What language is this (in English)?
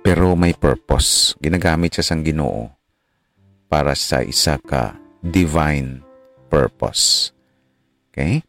Hiligaynon